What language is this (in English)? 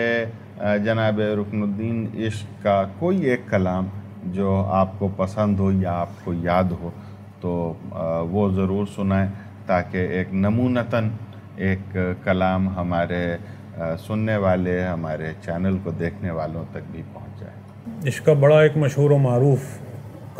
Urdu